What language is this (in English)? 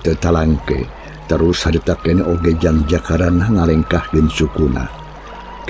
Sundanese